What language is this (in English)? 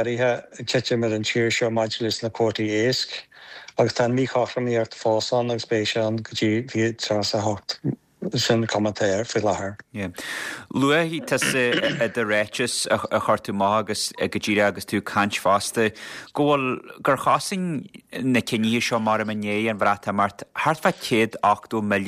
Irish